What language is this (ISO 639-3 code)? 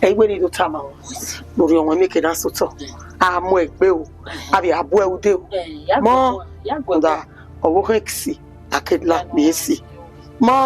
bin